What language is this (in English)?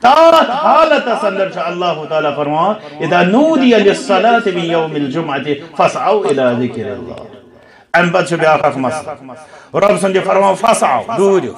Kashmiri